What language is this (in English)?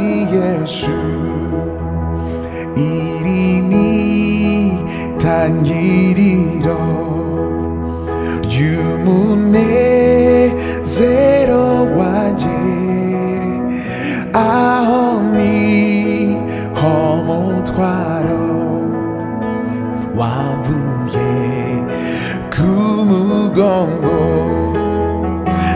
Kinyarwanda